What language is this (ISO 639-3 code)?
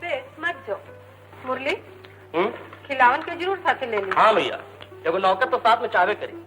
mag